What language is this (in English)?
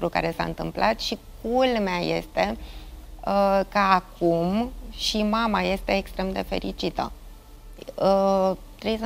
Romanian